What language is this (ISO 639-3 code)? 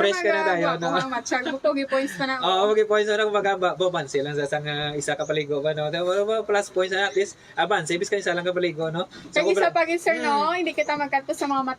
hil